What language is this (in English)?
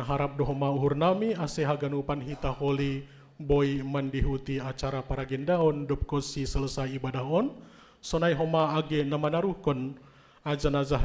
Batak Simalungun